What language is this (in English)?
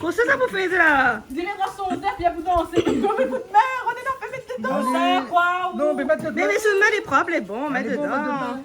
Réunion Creole French